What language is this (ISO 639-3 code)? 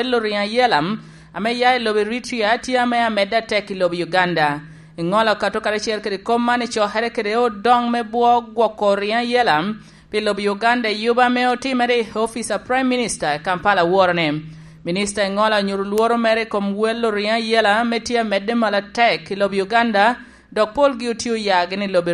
laj